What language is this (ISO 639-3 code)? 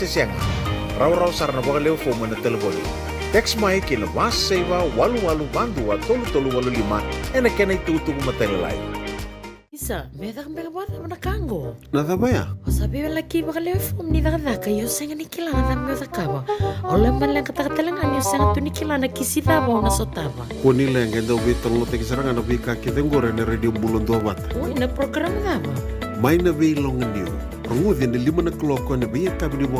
fij